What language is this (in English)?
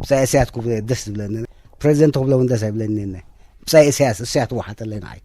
Tigrinya